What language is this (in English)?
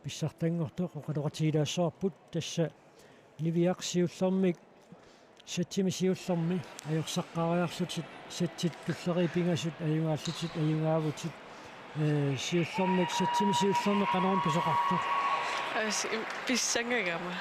Kalaallisut